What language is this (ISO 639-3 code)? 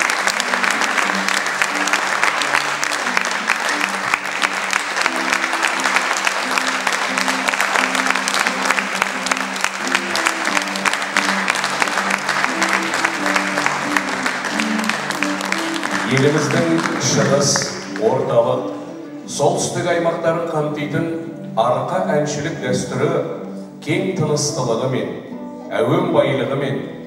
kaz